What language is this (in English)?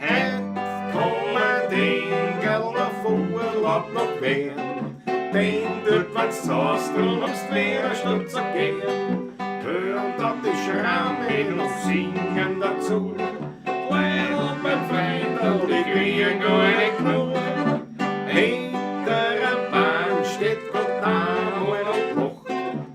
Bavarian